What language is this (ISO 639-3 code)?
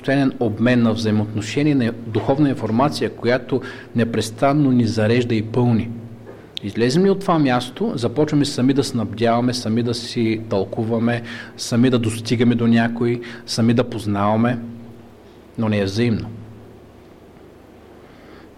bul